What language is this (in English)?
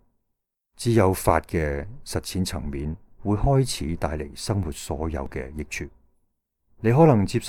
Cantonese